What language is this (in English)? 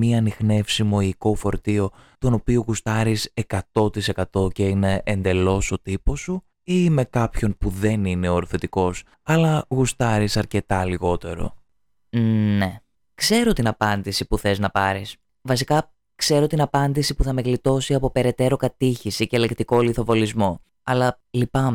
Greek